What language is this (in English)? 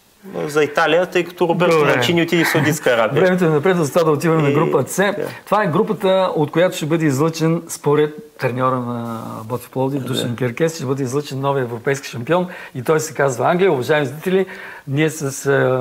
Bulgarian